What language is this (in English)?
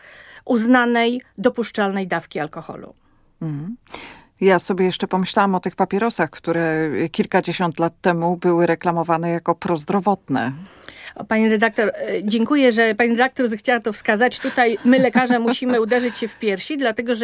Polish